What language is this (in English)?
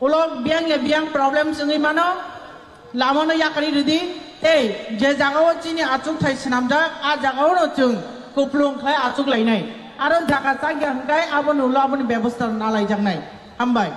Kok Borok